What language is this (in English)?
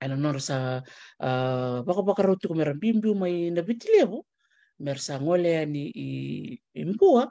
Fijian